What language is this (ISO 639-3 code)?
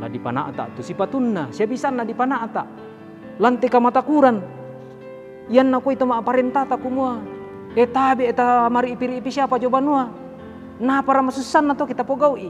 sda